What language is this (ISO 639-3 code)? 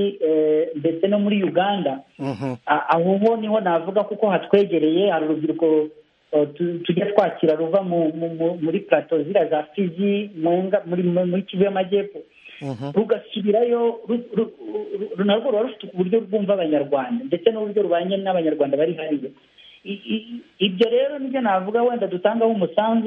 kin